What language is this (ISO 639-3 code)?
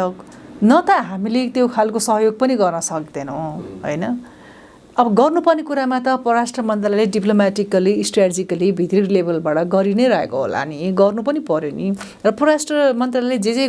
nep